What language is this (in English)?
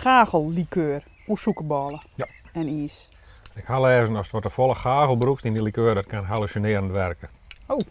Western Frisian